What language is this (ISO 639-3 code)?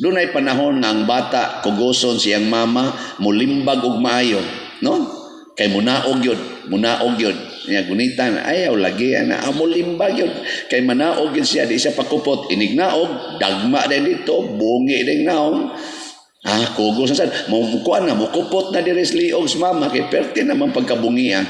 ceb